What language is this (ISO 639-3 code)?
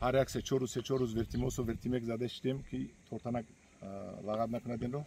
tgk